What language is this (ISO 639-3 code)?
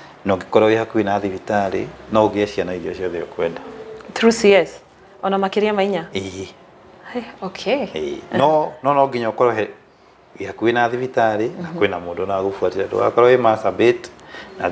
kik